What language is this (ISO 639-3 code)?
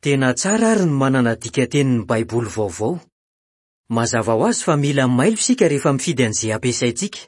mlg